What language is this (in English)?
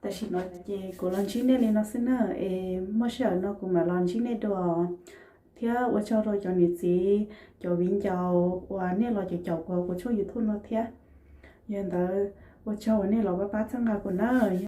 Hmong